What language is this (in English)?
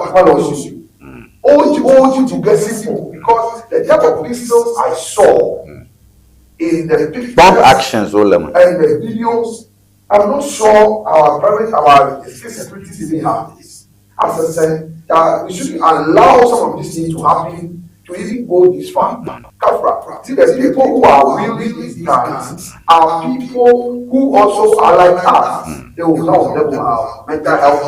Ewe